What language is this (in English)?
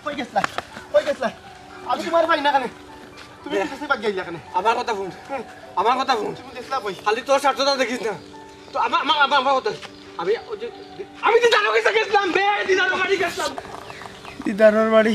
Sylheti